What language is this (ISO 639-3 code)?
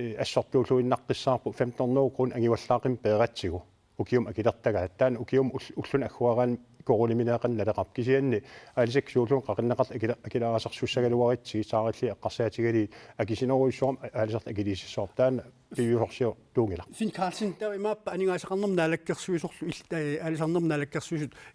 kal